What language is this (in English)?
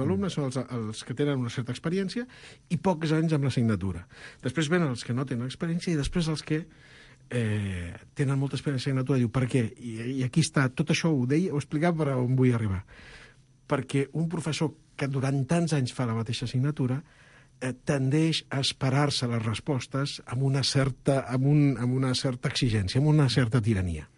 Catalan